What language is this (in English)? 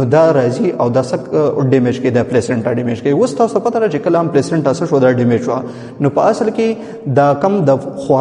Pashto